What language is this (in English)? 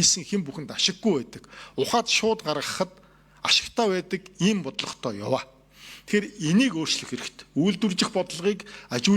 Mongolian